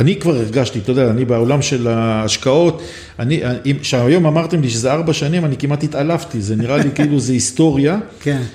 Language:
Hebrew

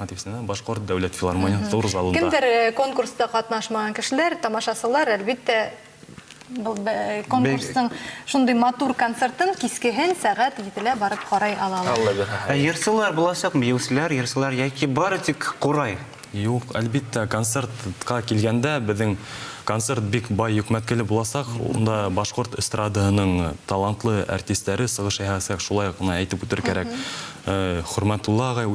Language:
Bashkir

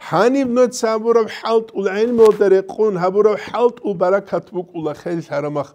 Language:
Avaric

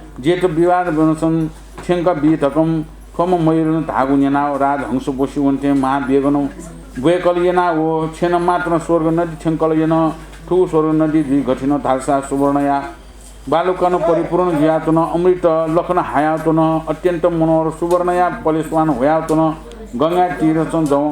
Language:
Newari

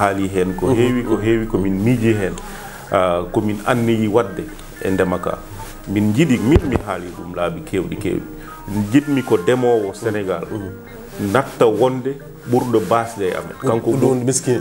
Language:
Fula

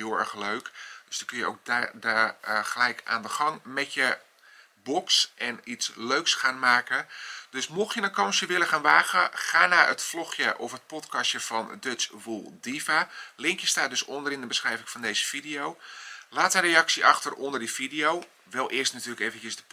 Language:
Dutch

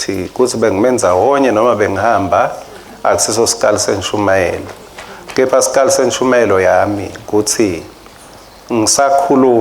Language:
Swati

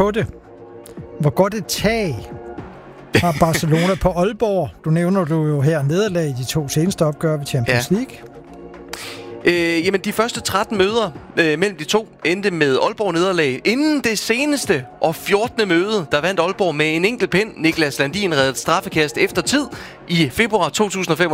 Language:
Danish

